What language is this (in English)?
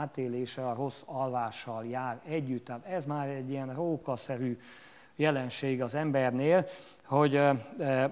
Hungarian